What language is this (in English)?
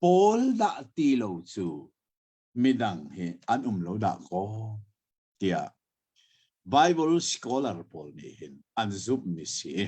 Hakha Chin